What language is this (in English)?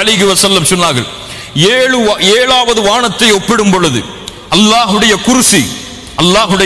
Tamil